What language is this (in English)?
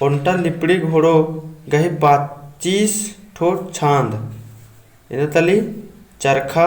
Kurukh